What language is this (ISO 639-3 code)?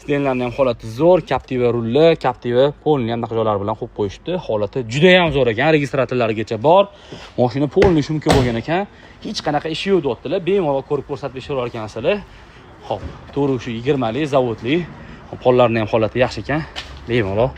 uzb